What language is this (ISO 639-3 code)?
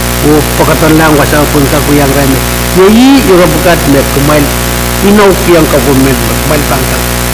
pon